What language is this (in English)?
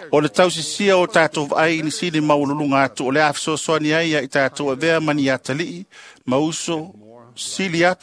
Samoan